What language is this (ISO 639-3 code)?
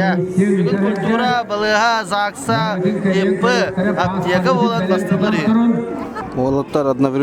sah